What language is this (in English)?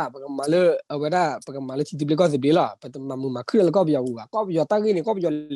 S'gaw Karen